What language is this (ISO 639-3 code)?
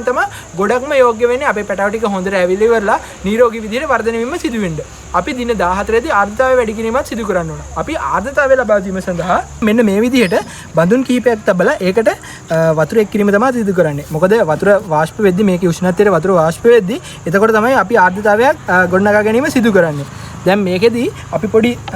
sin